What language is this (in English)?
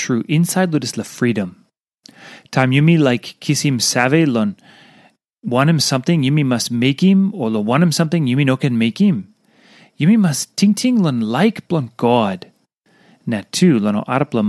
Tok Pisin